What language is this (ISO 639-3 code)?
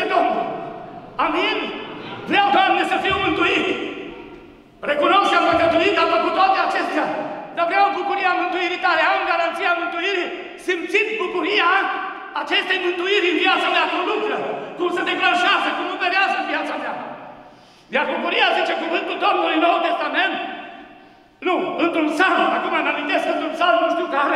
ron